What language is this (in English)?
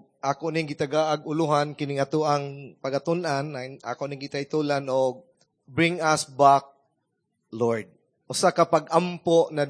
Cebuano